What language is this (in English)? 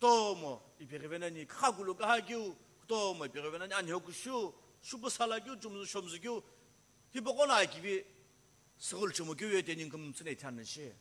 Sumi Naga